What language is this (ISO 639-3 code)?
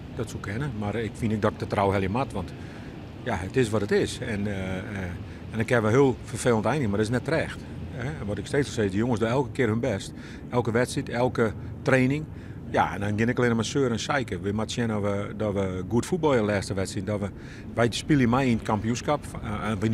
fry